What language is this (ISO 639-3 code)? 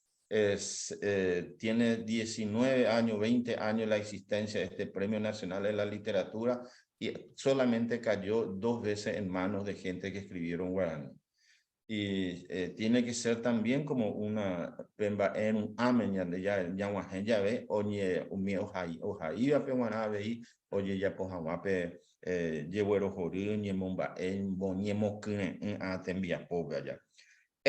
grn